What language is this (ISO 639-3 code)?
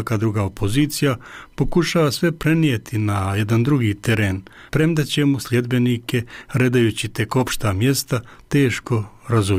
bos